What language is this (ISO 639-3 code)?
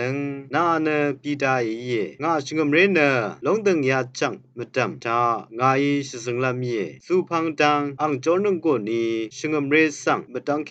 raw